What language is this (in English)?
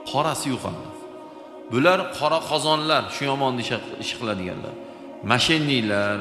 Uzbek